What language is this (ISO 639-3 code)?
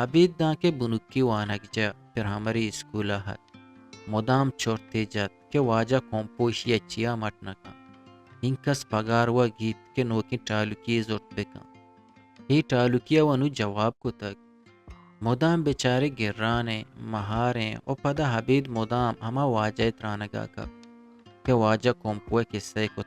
bgp